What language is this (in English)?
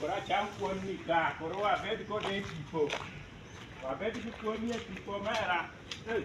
Luo (Kenya and Tanzania)